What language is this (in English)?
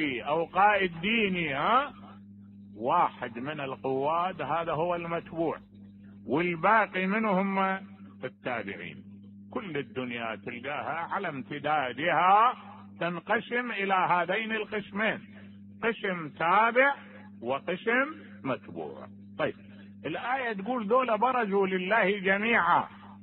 Mesopotamian Arabic